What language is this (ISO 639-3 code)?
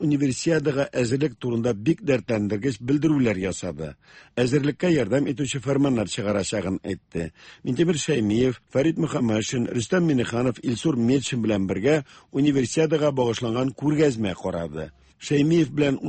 tat